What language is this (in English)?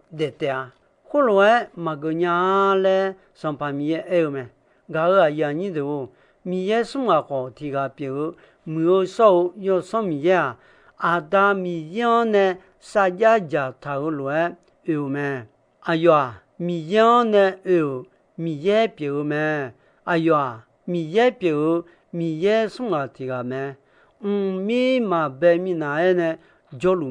Akha